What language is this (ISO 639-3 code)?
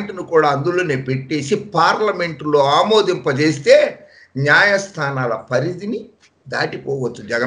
tel